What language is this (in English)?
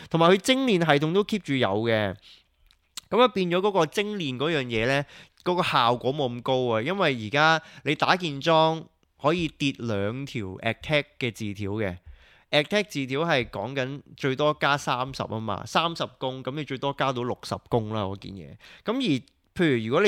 Cantonese